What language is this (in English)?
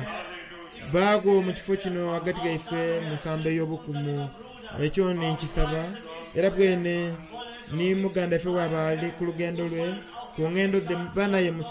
Soga